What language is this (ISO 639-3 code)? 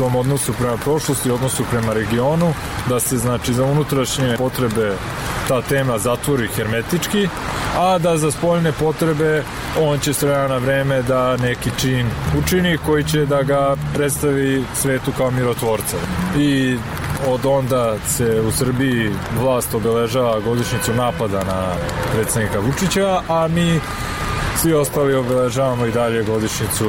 srp